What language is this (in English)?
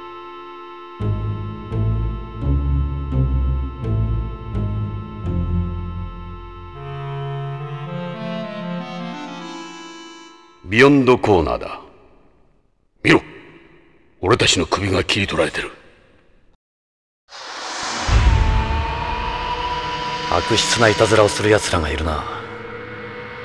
Japanese